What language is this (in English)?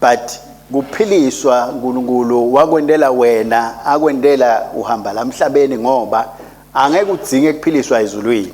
Swati